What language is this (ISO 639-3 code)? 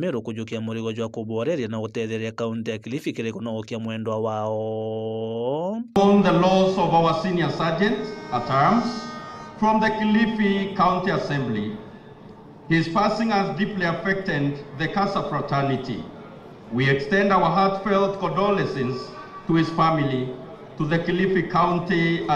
mer